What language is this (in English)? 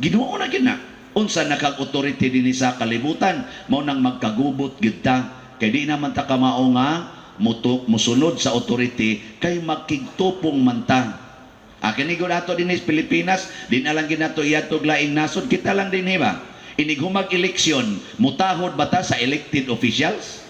Cebuano